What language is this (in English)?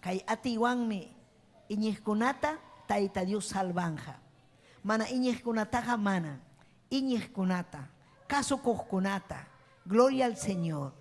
Ayacucho Quechua